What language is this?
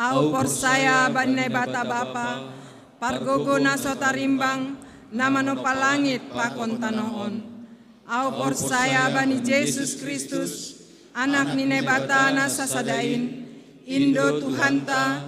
Batak Simalungun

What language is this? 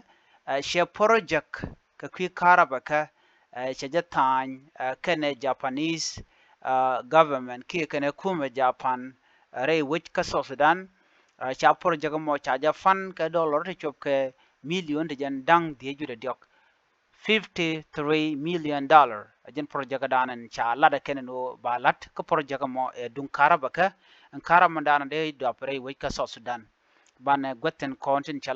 Nuer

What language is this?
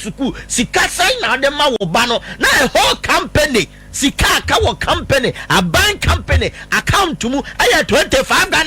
Akan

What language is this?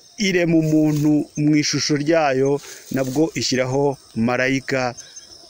Kinyarwanda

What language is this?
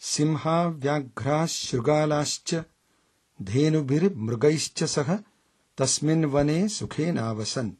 Sanskrit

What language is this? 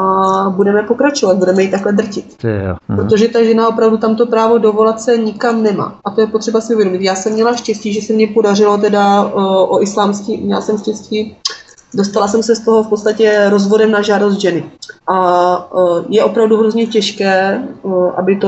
Czech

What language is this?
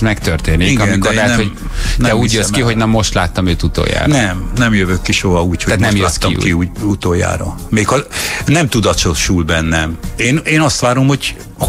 Hungarian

